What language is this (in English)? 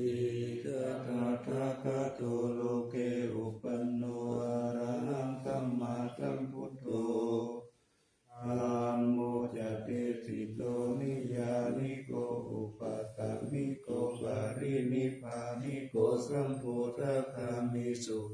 Pali